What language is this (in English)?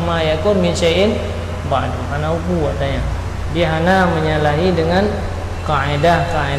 Achinese